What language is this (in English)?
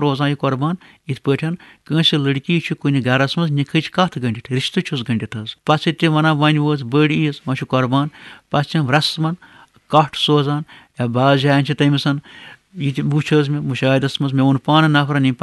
Kashmiri